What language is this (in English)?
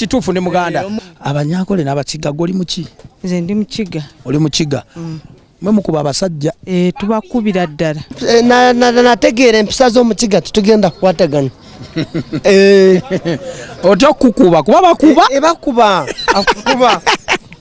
Ganda